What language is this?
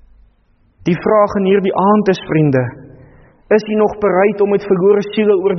Afrikaans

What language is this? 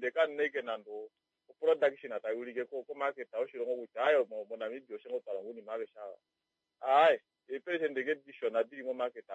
Kuanyama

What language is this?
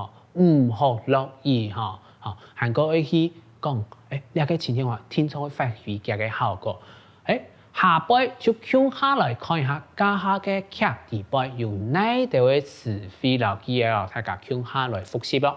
Hakka Chinese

